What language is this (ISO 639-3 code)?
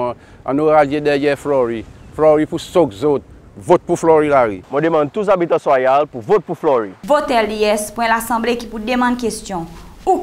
crs